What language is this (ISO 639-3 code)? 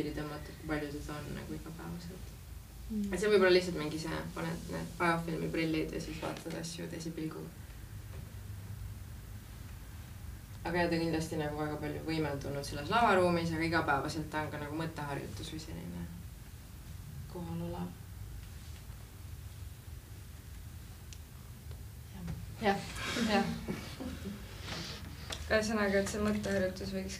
est